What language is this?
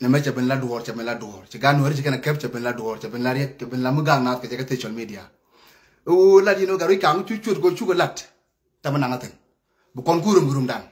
Nuer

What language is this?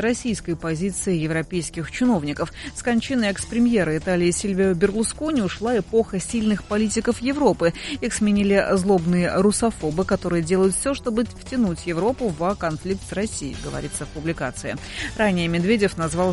Russian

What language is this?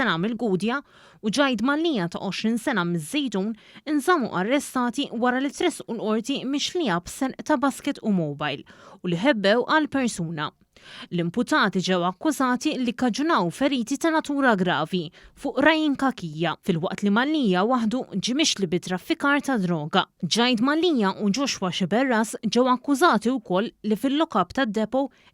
Maltese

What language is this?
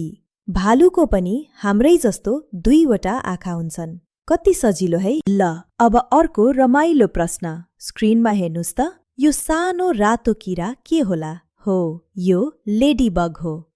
Nepali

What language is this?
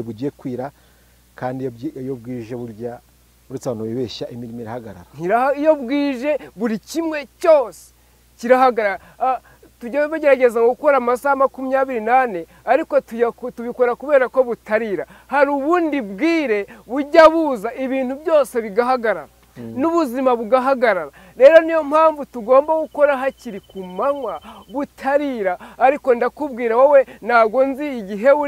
Kinyarwanda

